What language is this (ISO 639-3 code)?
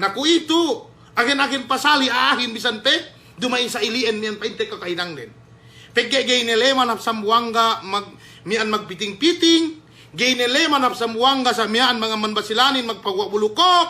yka